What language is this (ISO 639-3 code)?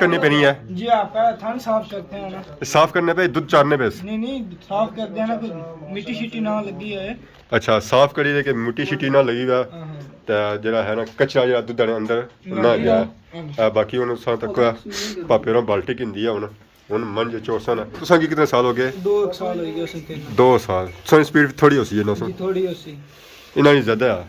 phr